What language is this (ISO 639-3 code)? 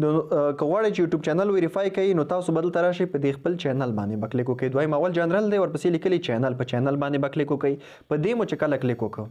pus